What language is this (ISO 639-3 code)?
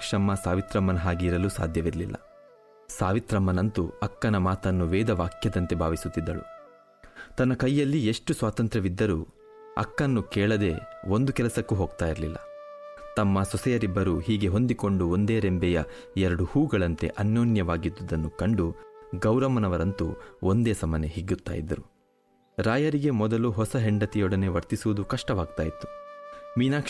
kan